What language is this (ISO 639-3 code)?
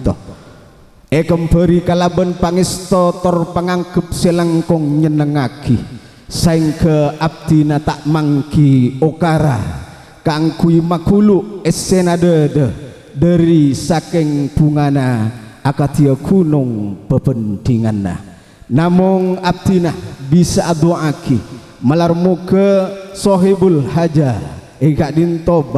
mad